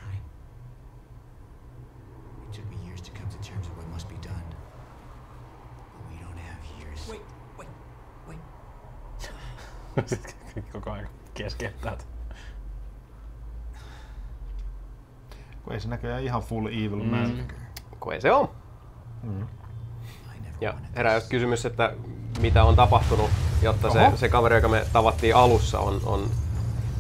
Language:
Finnish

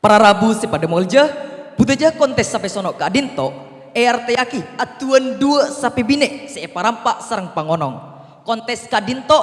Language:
Madurese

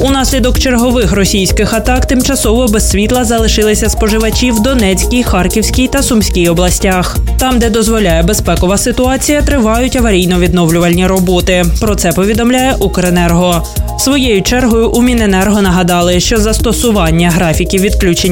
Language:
Ukrainian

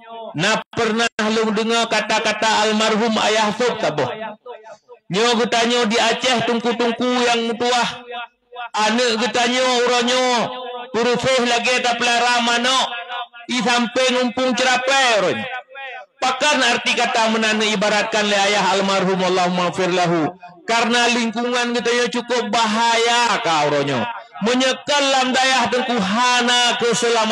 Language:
Achinese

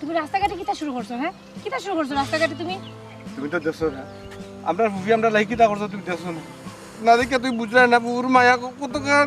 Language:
Sylheti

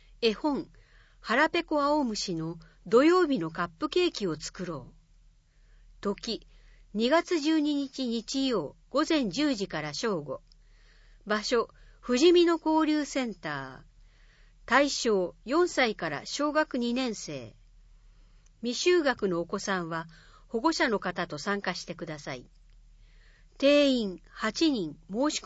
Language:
Japanese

